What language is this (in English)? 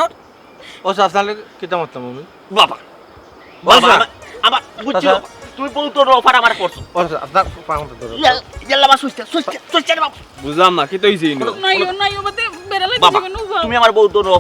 Sylheti